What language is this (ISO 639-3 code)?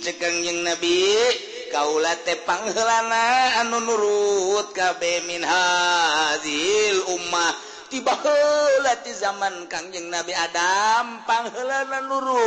sun